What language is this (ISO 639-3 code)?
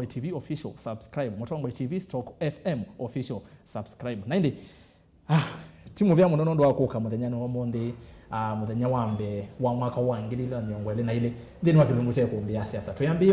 kam